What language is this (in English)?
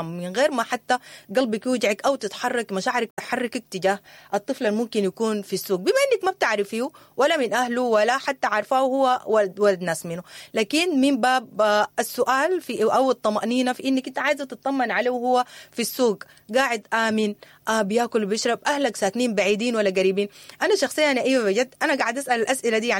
Sudanese Arabic